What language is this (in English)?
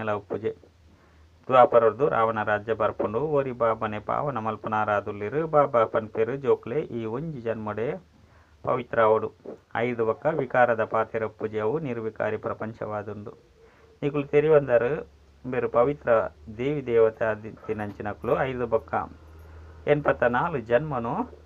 Tulu